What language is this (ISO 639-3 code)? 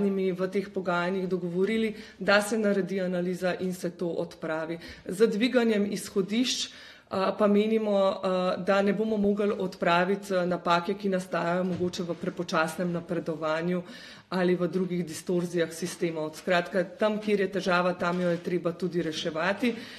slv